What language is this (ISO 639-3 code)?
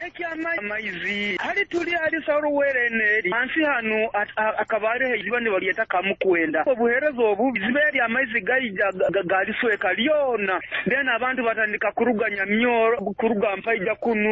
nyo